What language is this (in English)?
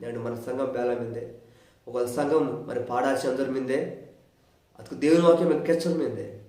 Koya